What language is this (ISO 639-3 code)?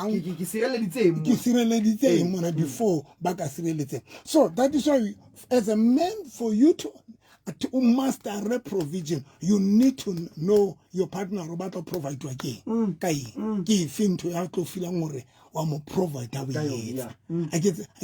sot